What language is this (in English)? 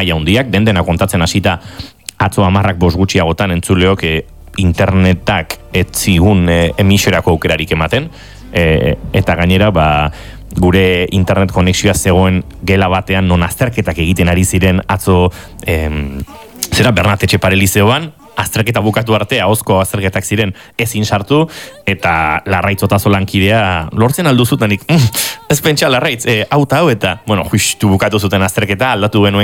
Basque